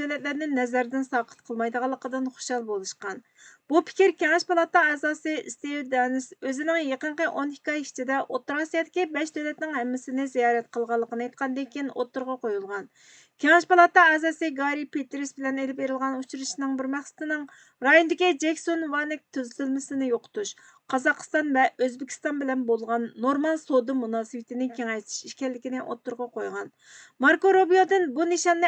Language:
Uyghur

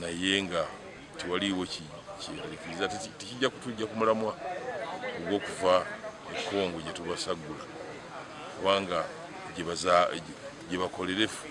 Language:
Nyankole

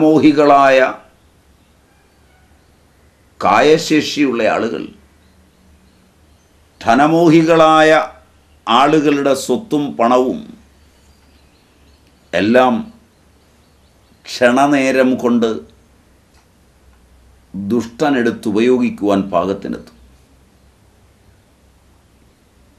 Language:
Malayalam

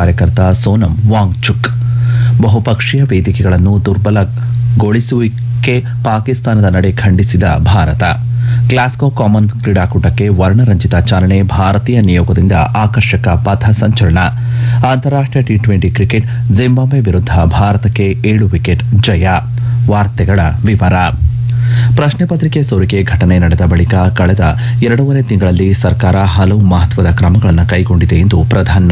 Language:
Kannada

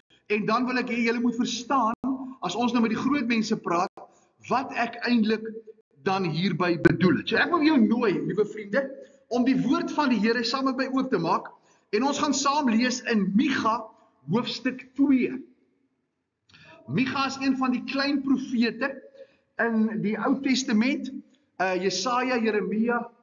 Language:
Afrikaans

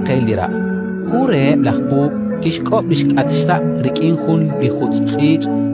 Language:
Kekchí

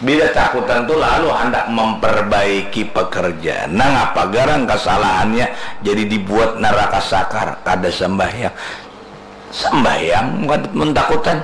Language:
Banjar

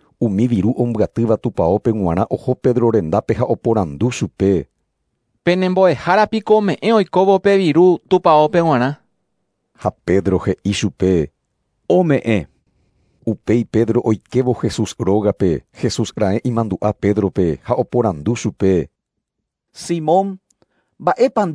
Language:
Guarani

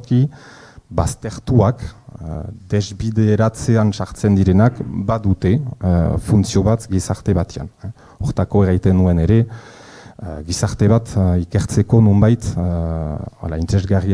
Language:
Basque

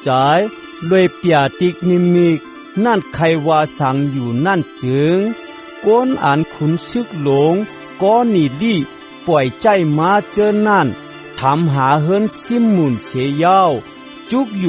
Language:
Shan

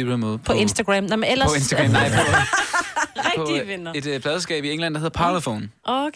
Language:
Danish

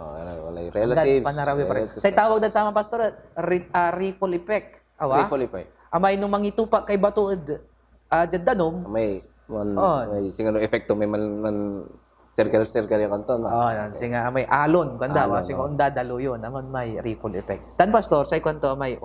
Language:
Pangasinan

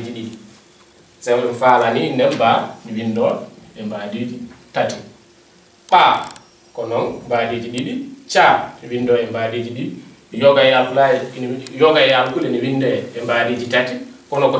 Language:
Fula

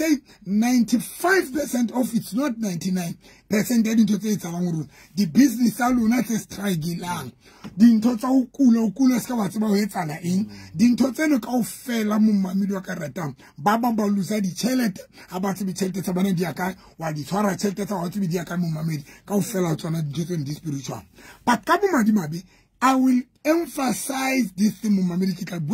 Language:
Southern Sotho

